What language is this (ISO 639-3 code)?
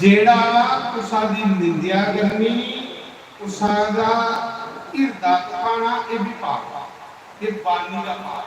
doi